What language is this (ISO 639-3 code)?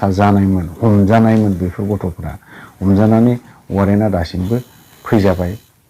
brx